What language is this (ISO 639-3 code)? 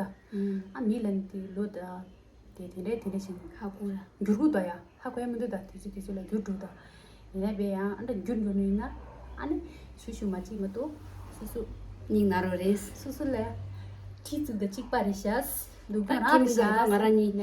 bod